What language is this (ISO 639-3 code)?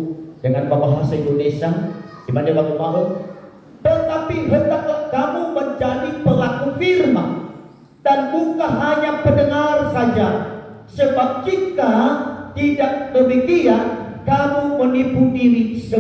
nia